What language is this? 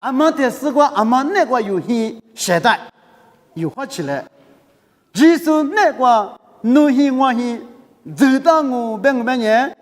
Lisu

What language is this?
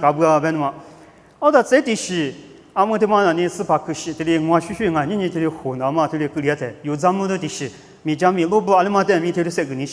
Lisu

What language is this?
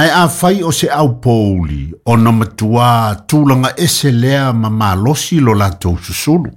Samoan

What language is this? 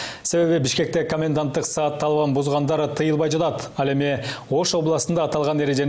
Kyrgyz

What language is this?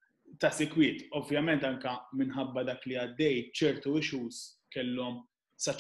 Maltese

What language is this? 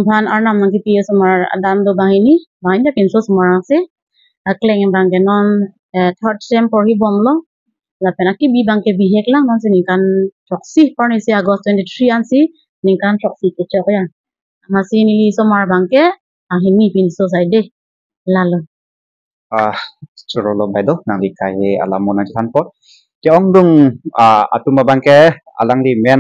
Karbi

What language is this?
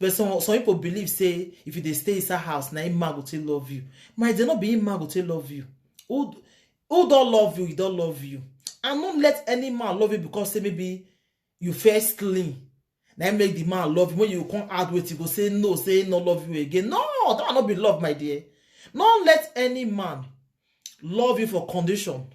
Nigerian Pidgin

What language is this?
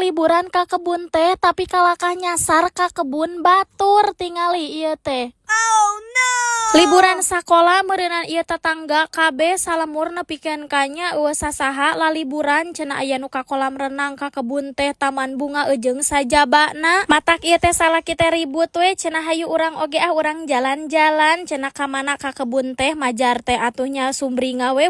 Sundanese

